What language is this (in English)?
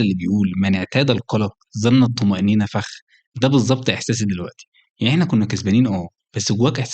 Egyptian Arabic